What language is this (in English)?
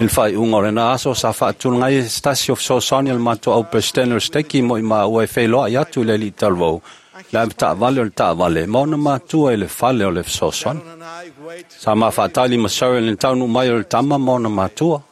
Samoan